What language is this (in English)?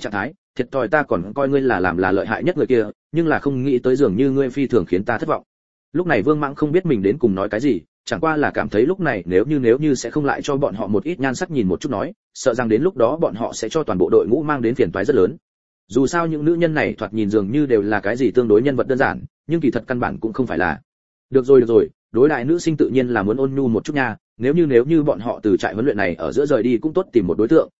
Vietnamese